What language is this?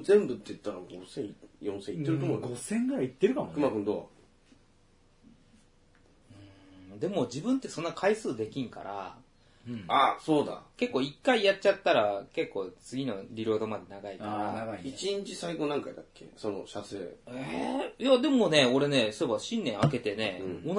Japanese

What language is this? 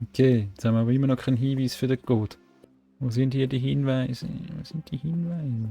Swiss German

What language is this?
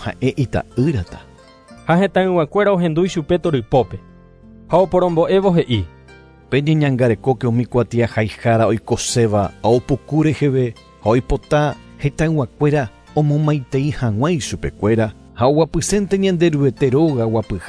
Guarani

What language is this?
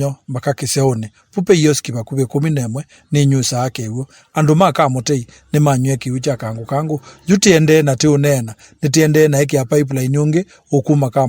Kamba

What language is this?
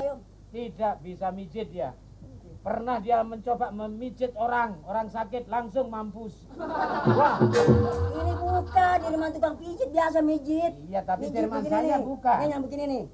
Betawi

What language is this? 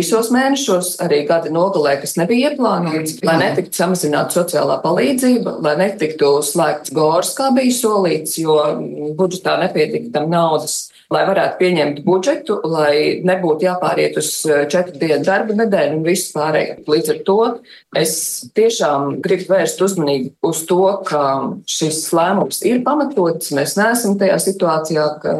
Latvian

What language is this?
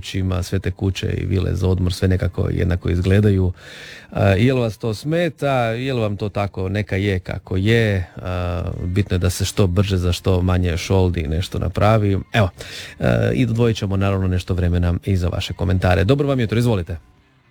Croatian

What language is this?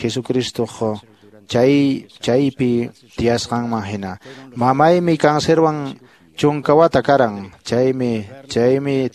Quechua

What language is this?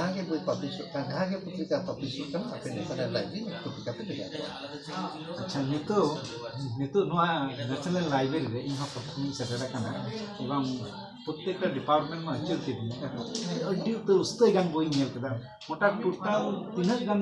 Santali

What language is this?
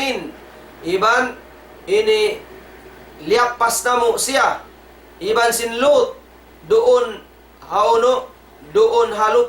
Tausug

